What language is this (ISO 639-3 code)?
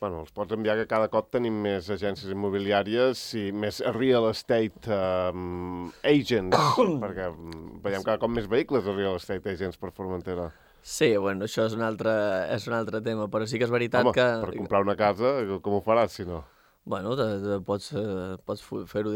cat